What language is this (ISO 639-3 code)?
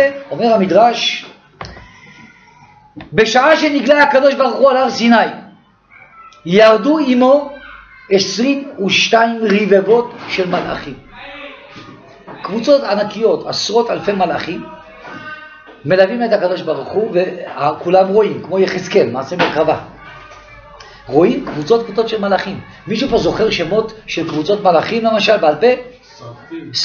heb